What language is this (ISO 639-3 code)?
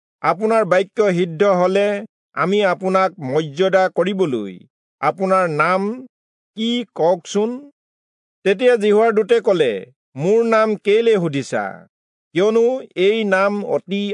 asm